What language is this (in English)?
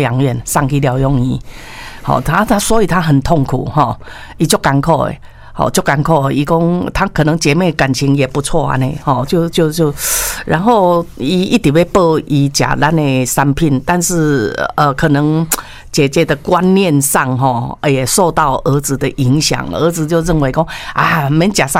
Chinese